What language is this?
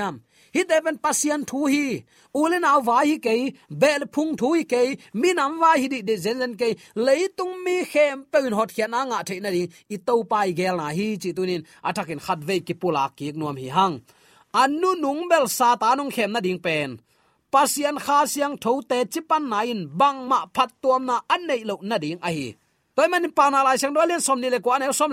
Tedim Chin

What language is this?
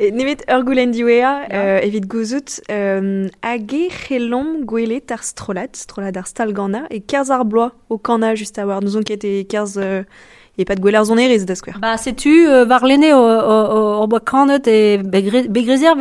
Breton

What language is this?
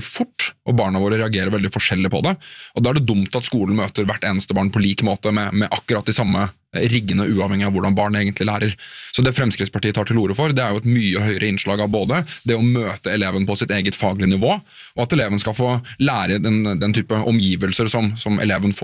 Norwegian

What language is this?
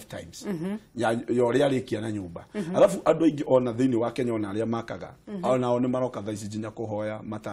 Kikuyu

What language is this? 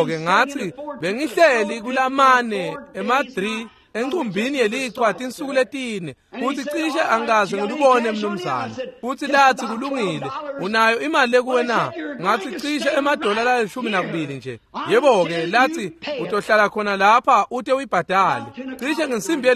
Swati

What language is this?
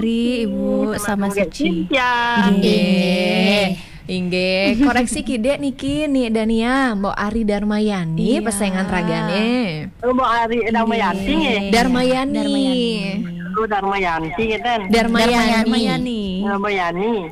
Balinese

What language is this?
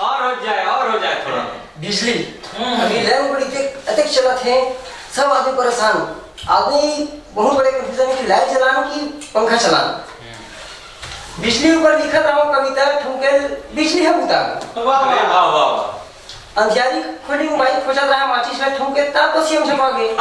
Chhattisgarhi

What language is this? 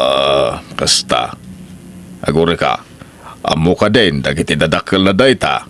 Iloko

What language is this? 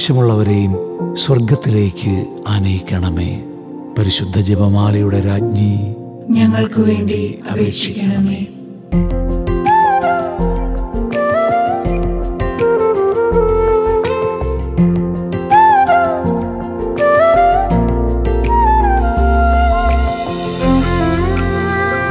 Malayalam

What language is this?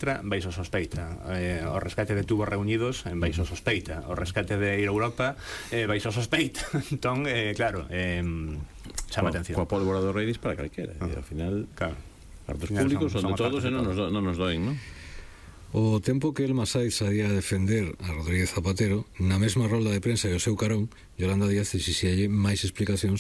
Galician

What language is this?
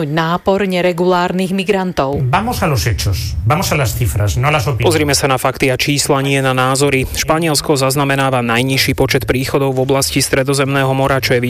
Slovak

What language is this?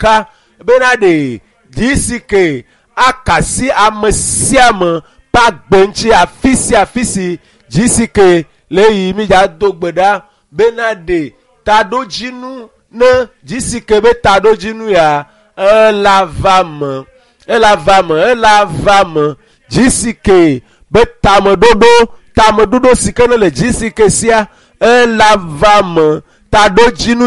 Ewe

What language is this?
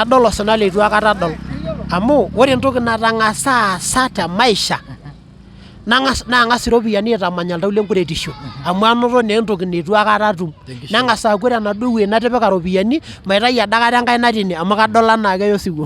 Masai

